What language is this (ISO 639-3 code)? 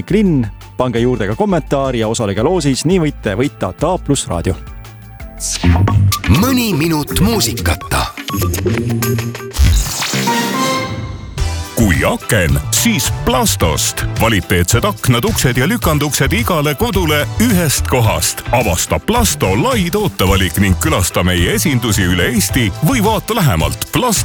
est